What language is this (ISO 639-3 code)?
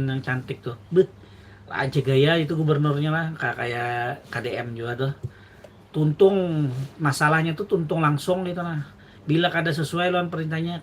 bjn